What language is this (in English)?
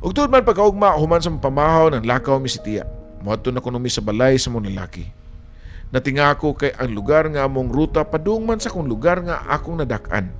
Cebuano